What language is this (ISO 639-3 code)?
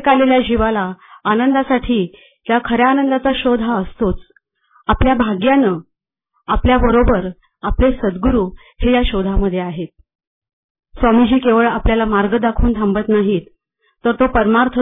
mar